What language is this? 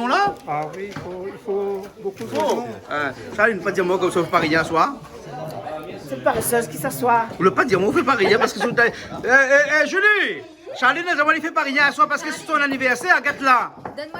Réunion Creole French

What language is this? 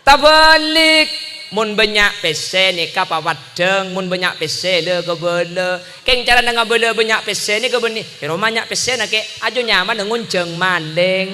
Madurese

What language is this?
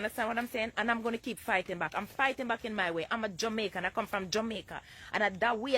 Jamaican Creole English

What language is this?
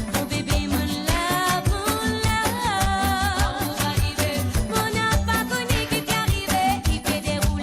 Morisyen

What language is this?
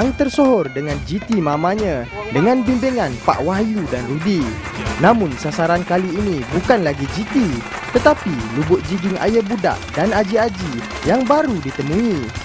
Malay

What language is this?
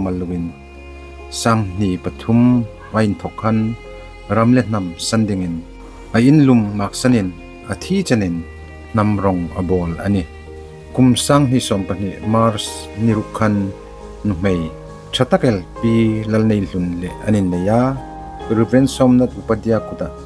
Hmar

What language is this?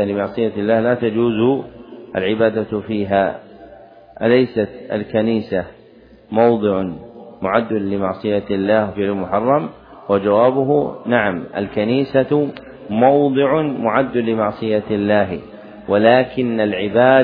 Arabic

